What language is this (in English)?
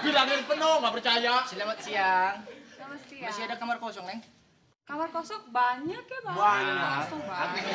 Betawi